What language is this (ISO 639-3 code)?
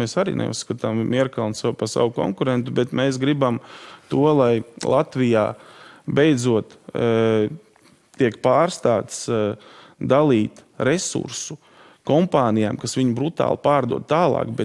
lav